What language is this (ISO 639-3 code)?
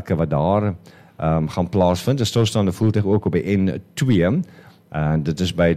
afr